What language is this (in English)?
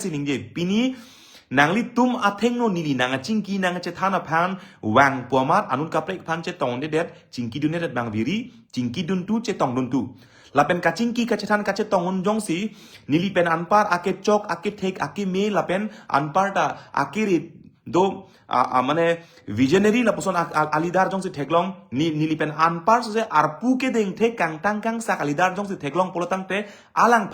Karbi